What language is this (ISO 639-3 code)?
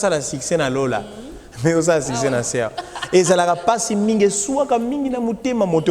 lin